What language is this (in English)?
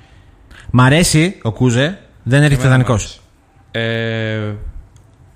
Greek